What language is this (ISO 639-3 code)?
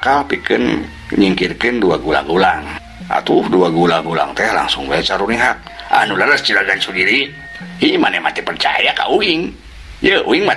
sun